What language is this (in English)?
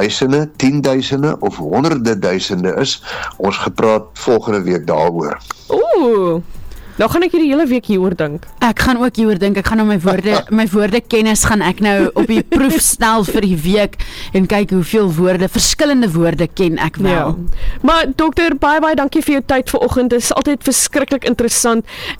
Afrikaans